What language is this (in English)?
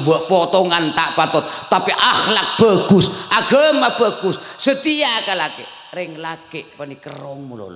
Madurese